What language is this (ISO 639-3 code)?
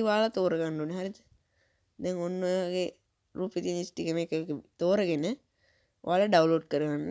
sin